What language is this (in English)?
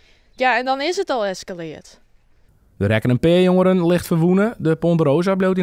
Western Frisian